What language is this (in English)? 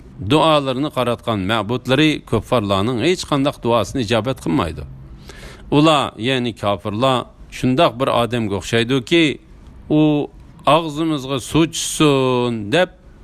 Uyghur